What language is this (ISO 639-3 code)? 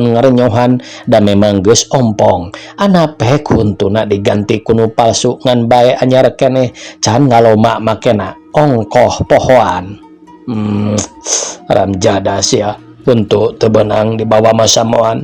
sun